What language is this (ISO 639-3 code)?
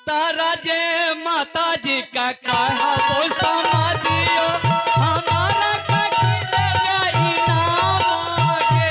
mai